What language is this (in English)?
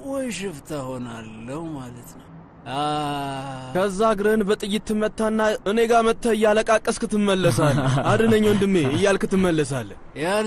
Amharic